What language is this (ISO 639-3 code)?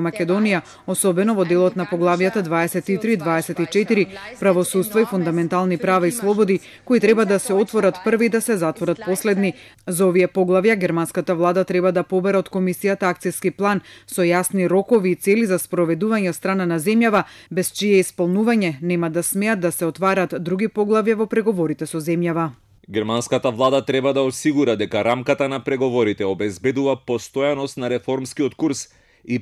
mkd